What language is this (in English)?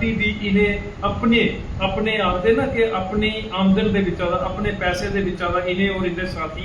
Dogri